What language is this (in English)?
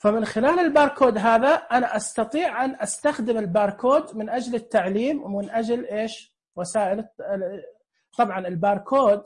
Najdi Arabic